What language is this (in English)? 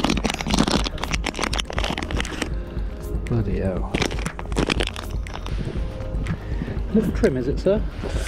English